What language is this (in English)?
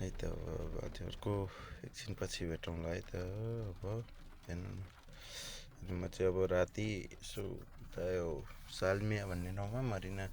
Nepali